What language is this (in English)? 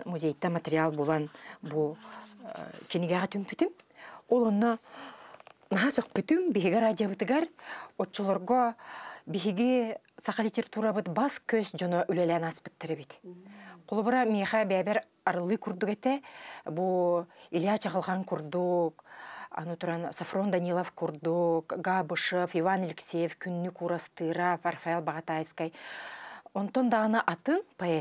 Yakut